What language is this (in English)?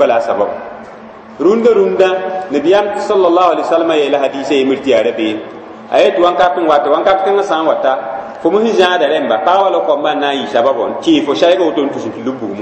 Mossi